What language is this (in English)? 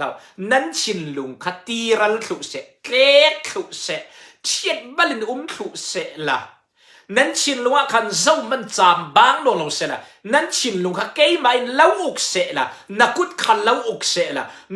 Falam Chin